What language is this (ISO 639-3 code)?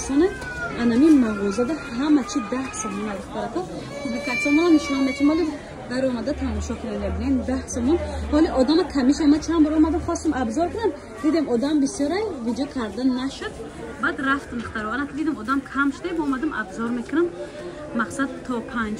tgk